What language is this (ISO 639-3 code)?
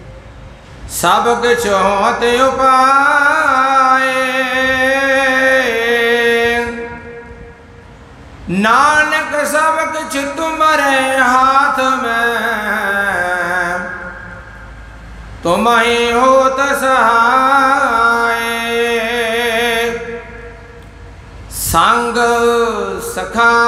pan